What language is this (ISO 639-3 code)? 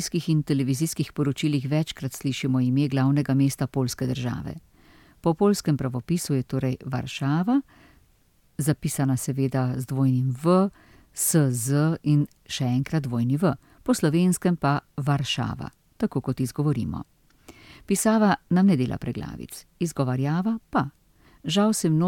slv